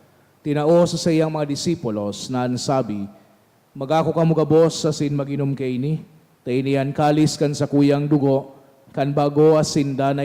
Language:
Bikol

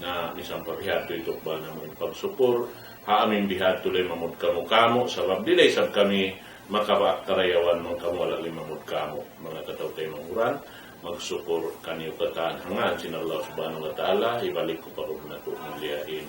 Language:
Tausug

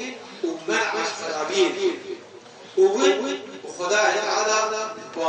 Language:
Kurdish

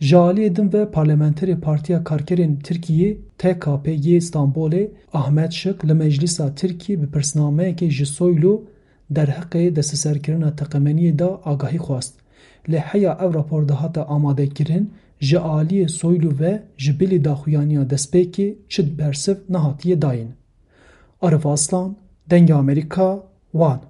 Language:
Kurdish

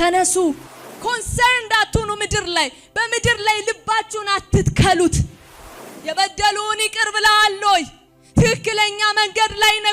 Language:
Amharic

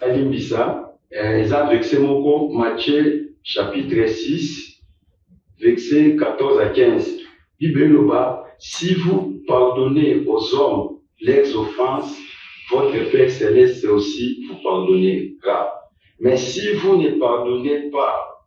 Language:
Lingala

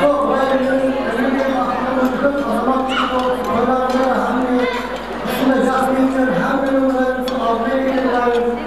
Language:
Kara-Kalpak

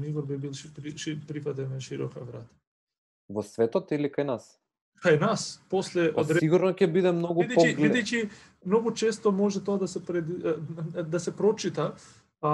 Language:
Macedonian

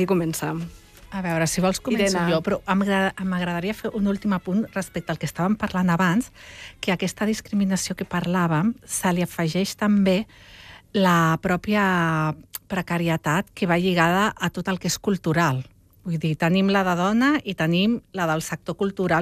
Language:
Catalan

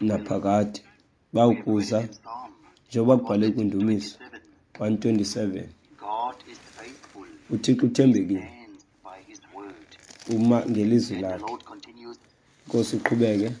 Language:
Xhosa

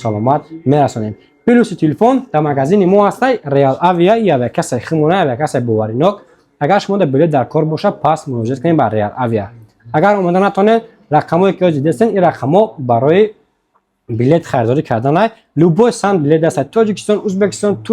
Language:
Tajik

